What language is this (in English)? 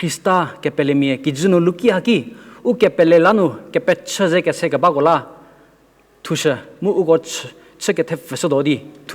Angami Naga